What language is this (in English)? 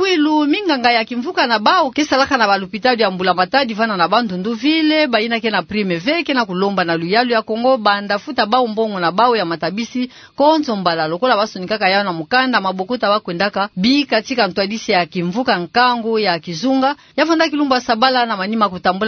Kituba (Democratic Republic of Congo)